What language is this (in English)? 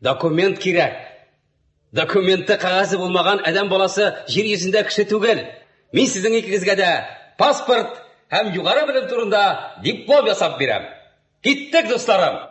Tatar